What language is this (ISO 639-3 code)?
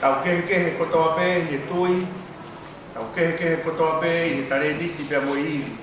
ton